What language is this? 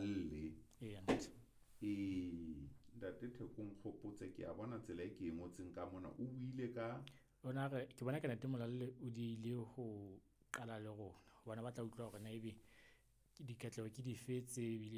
Southern Sotho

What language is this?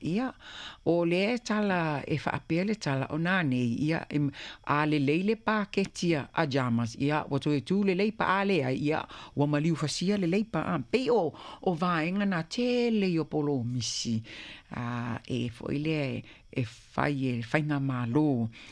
Samoan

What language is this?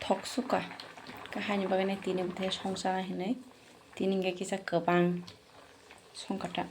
Kok Borok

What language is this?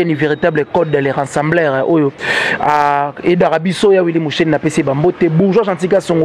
Lingala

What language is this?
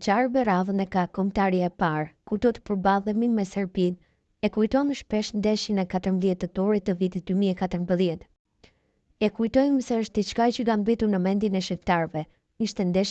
Albanian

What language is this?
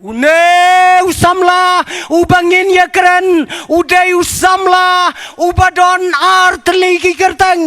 Khasi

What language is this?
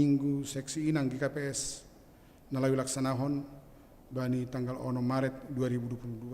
Batak Simalungun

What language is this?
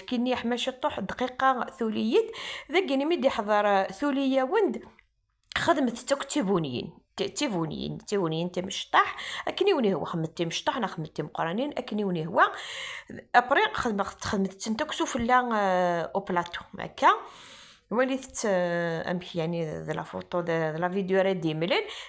Kabyle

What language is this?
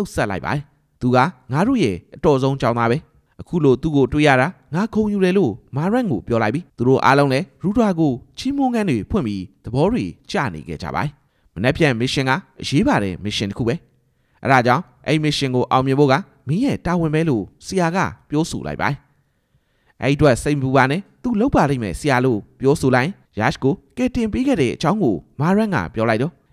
Burmese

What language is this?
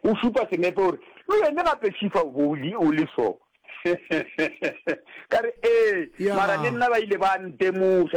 Northern Sotho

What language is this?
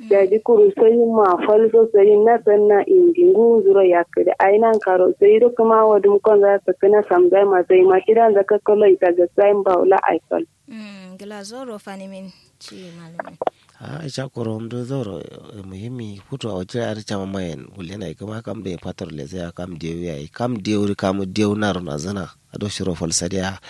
Kanuri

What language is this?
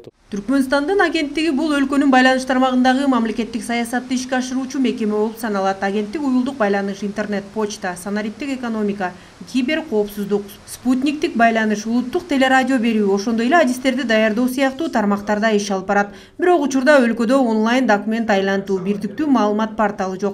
Kyrgyz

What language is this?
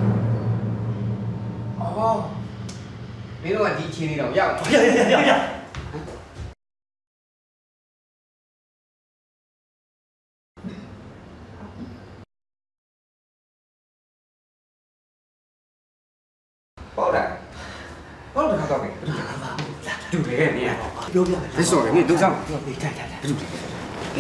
Burmese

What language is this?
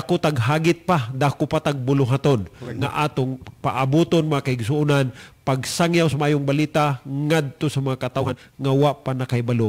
Cebuano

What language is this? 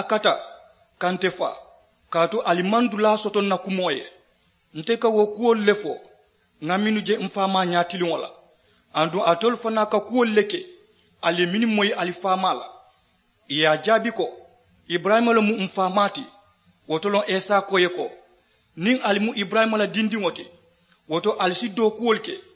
Mandingo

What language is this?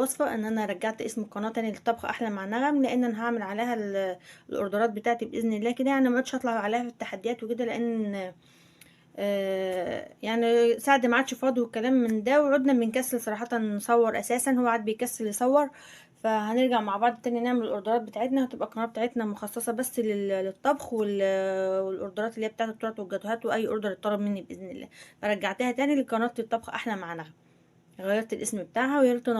Egyptian Arabic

